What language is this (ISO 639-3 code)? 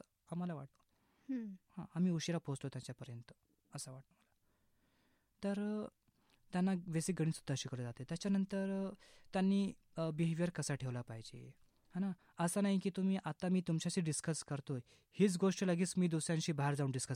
mar